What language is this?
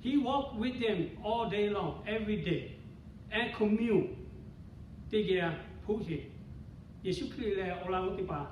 Lahu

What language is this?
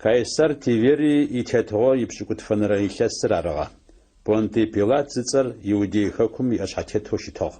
Adyghe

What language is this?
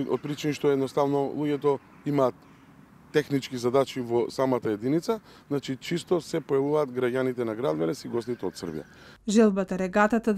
Macedonian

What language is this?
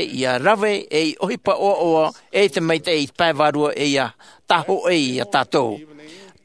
Tahitian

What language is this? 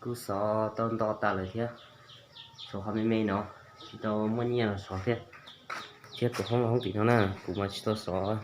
Hmong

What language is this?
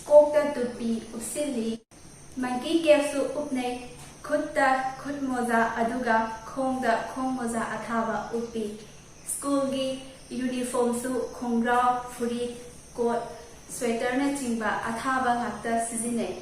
Manipuri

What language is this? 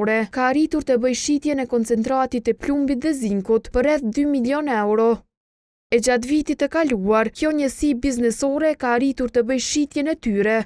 Albanian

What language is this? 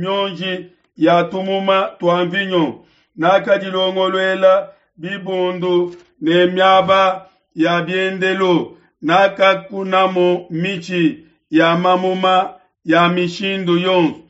Luba-Lulua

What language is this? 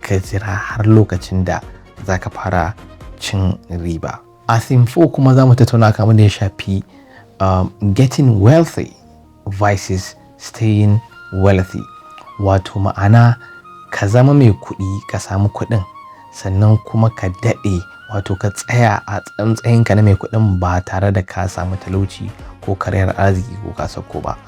Hausa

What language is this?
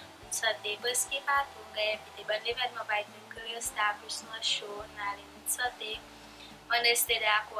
Seselwa Creole French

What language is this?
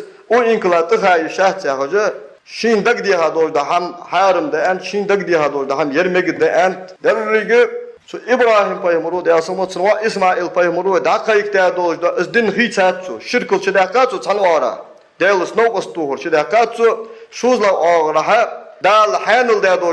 Ingush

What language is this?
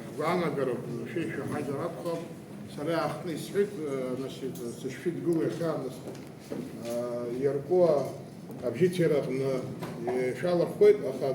Abkhazian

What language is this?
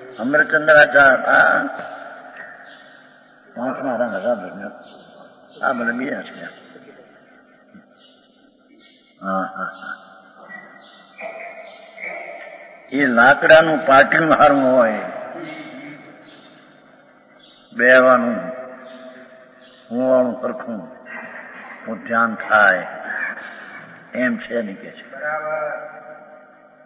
Gujarati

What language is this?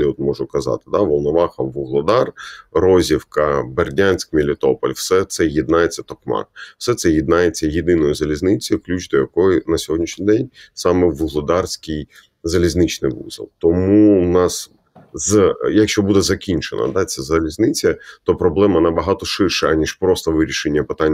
Ukrainian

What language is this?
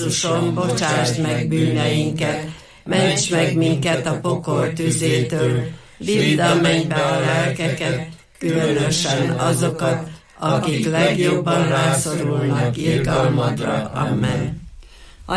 Hungarian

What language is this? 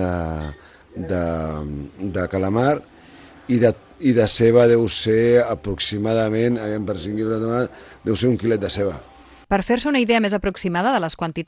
Catalan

